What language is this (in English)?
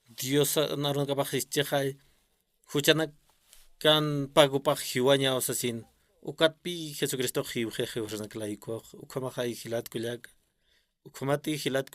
Aymara